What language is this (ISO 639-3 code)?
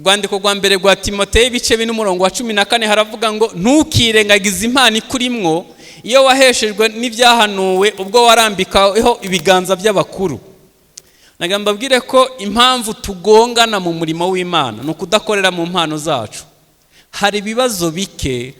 kin